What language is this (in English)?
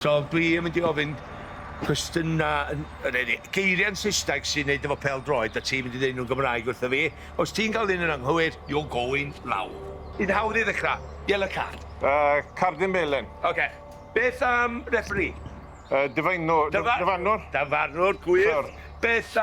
Welsh